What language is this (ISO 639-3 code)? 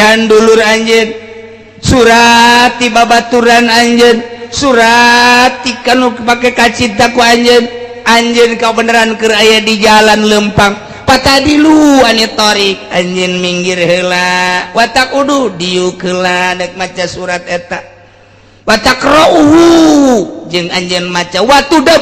sun